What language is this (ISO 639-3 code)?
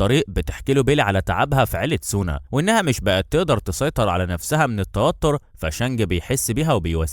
arz